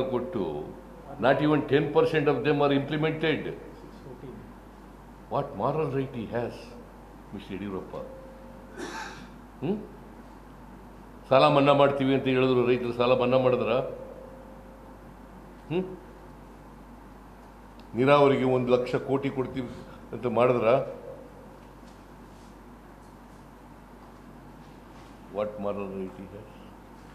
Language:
Kannada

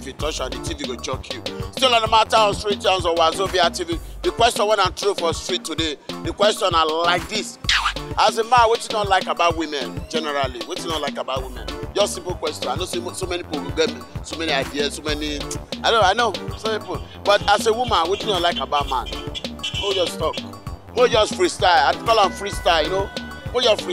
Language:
Nigerian Pidgin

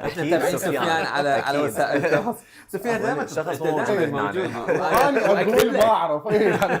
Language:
Mesopotamian Arabic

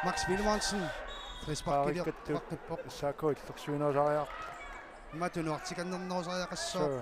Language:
Kalaallisut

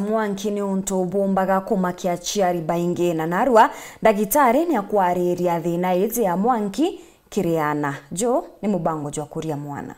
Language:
Meru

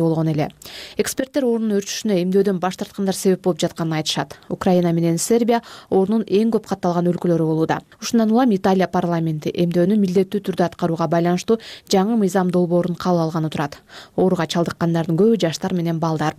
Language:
Kyrgyz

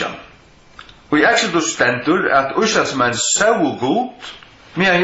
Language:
Faroese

